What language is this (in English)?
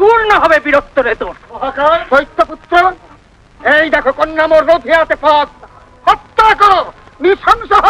Bangla